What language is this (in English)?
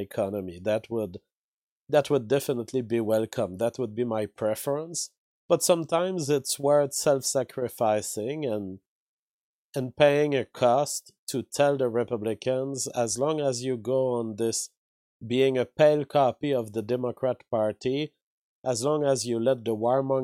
English